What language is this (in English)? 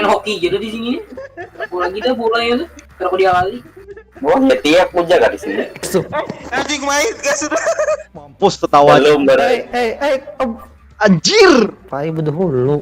Banjar